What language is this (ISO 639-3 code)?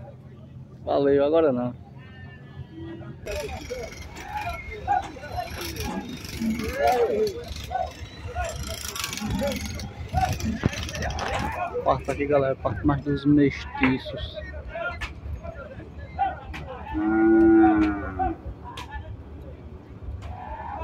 por